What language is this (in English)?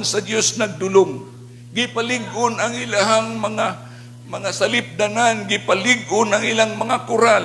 Cebuano